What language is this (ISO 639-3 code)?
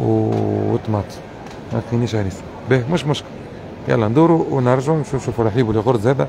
aeb